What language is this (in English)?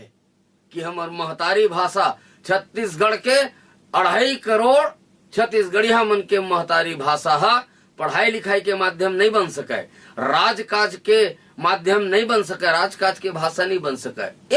Chhattisgarhi